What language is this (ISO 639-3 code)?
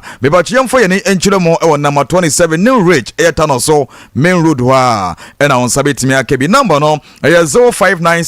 aka